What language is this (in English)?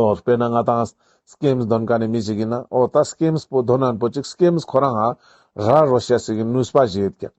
Ladakhi